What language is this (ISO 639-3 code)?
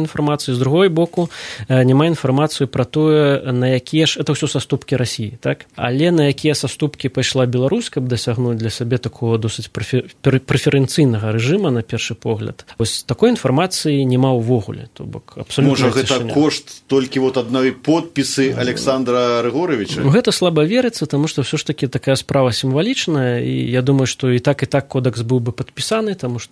bel